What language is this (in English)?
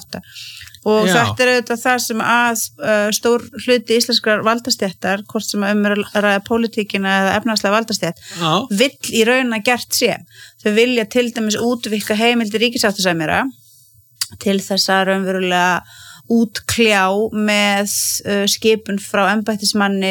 Icelandic